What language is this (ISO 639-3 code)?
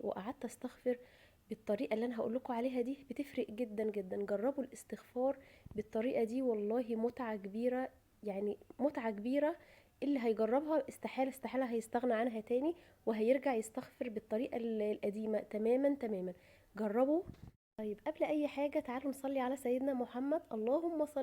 arz